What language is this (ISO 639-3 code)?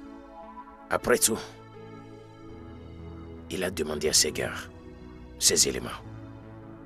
fra